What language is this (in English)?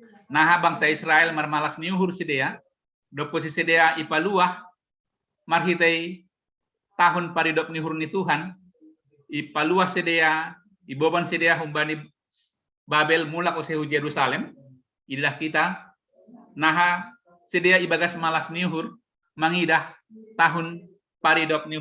Batak Simalungun